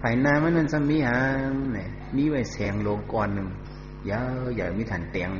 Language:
Shan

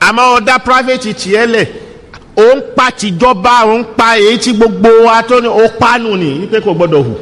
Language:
Yoruba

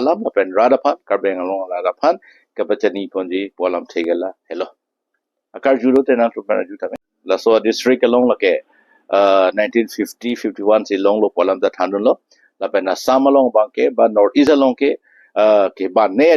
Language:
Karbi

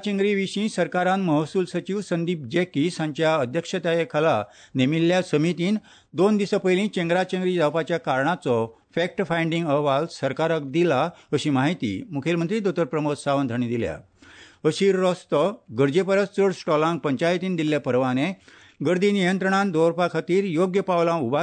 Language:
Konkani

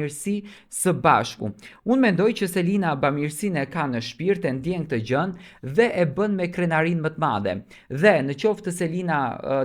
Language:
Albanian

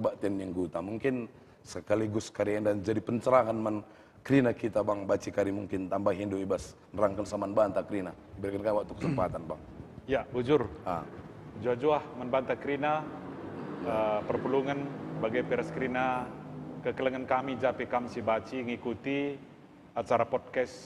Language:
Batak Karo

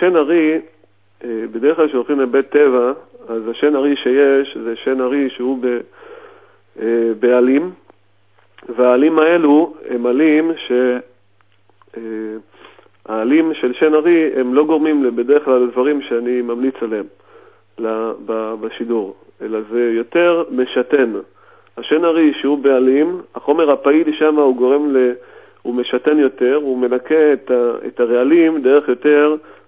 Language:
Hebrew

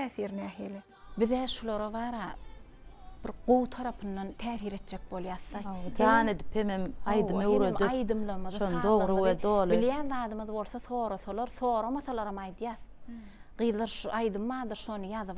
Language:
Turkmen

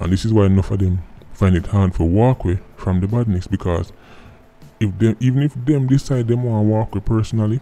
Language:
Jamaican Creole English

